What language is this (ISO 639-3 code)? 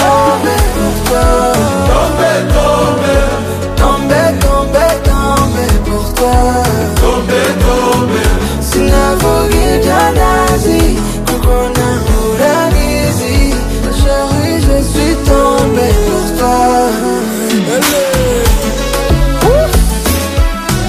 kin